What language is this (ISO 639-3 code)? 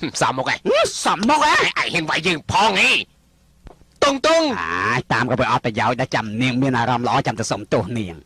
khm